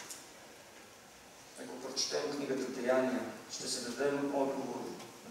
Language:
Bulgarian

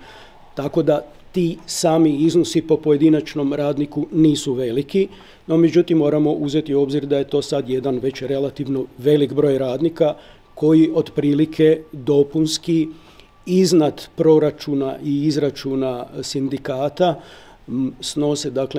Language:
Croatian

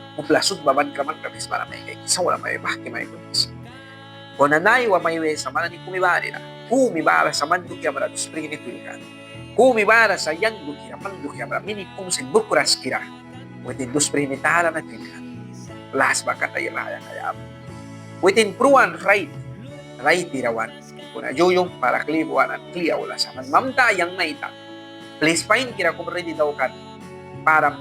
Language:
Mískito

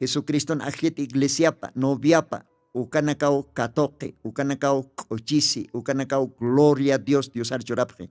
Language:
Aymara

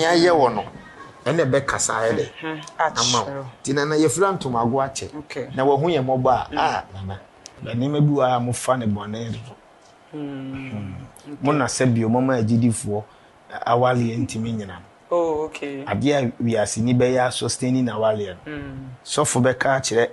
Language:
Akan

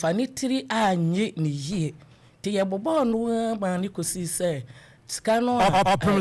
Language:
Akan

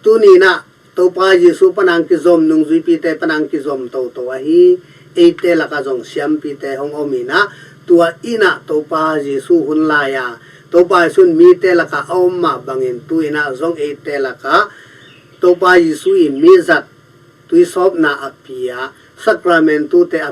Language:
Tedim Chin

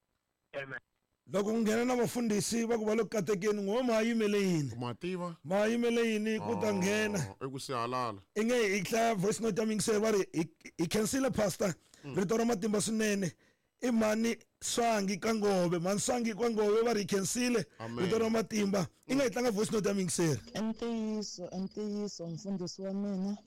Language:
Tsonga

